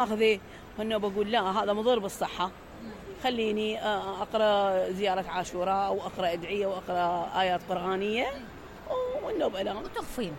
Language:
Mesopotamian Arabic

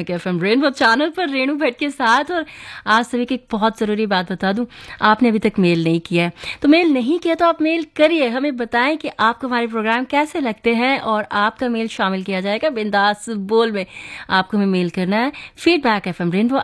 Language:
Hindi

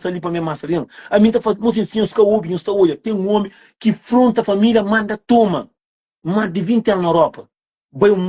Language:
Kabuverdianu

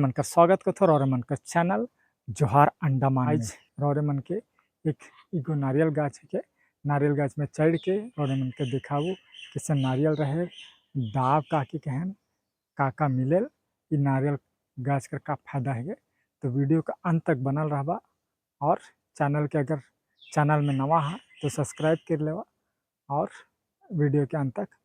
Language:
Sadri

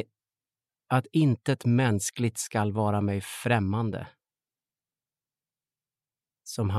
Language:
Swedish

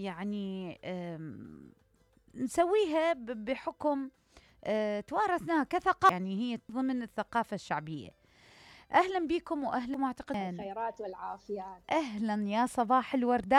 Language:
Mesopotamian Arabic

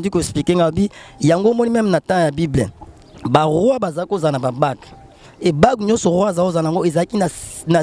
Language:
Lingala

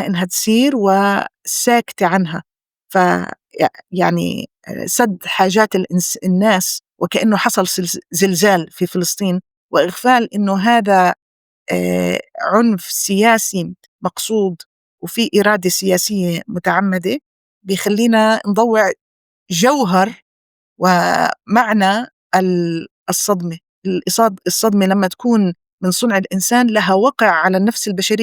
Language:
North Levantine Arabic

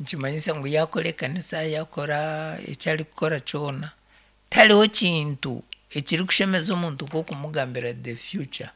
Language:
Nyankole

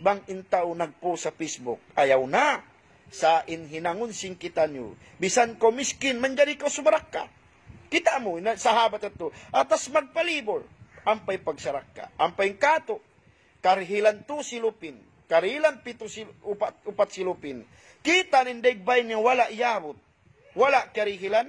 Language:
Tausug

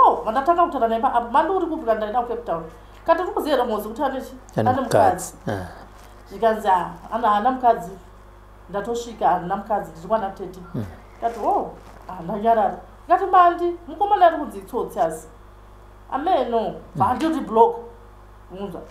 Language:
Shona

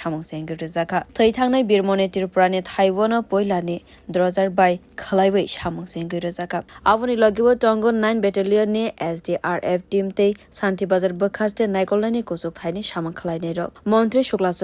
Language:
Kok Borok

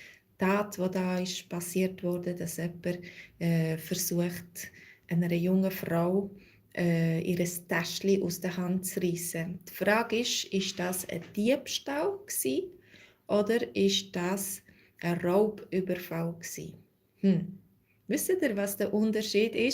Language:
Swiss German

